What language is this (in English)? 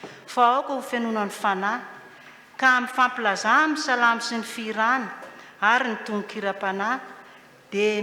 Malagasy